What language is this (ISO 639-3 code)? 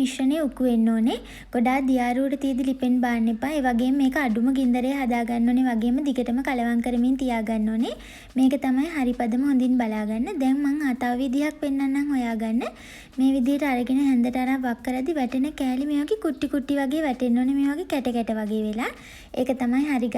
sin